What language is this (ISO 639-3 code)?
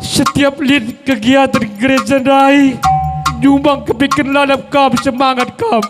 btx